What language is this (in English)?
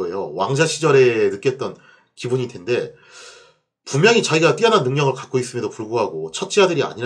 Korean